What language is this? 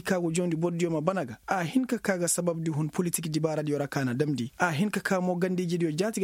Koyraboro Senni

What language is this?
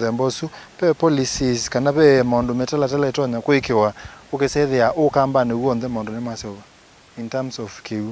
Kamba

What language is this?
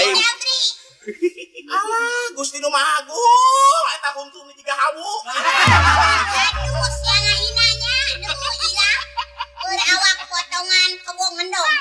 Sundanese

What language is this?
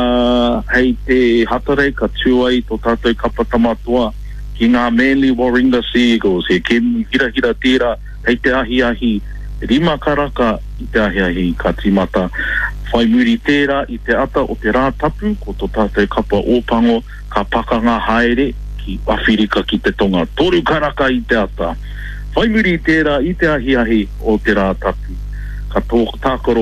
Māori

